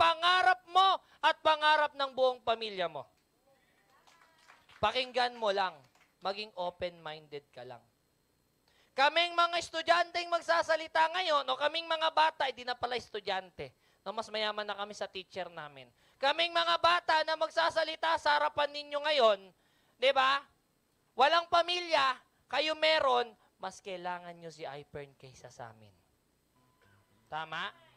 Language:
Filipino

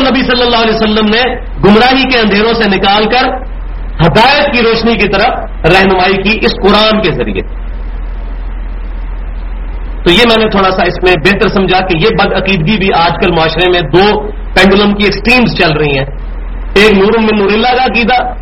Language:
Urdu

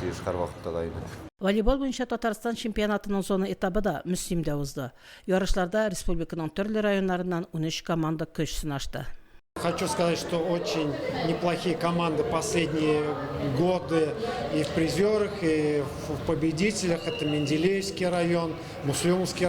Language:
Tatar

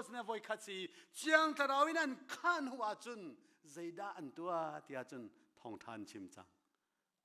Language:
Hakha Chin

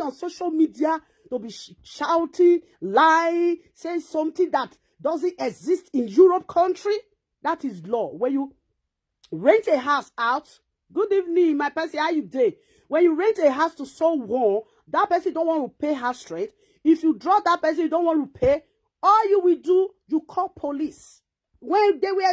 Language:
Nigerian Pidgin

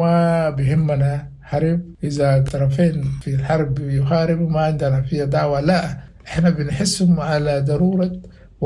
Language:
Sudanese Arabic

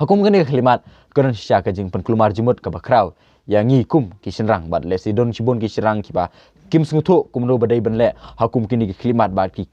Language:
Khasi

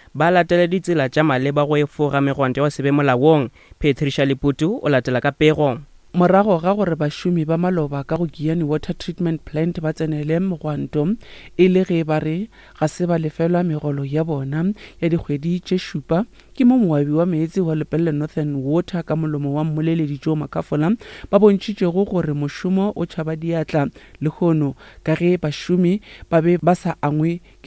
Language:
Northern Sotho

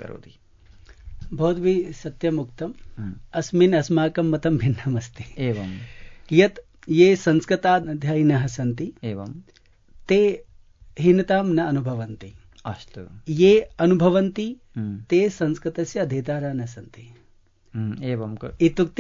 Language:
Sanskrit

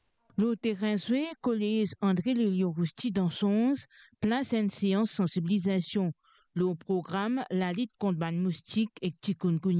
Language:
Morisyen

